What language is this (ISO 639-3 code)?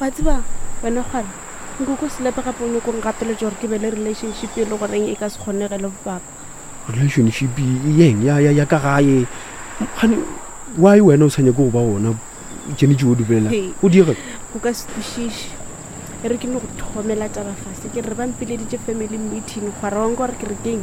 nso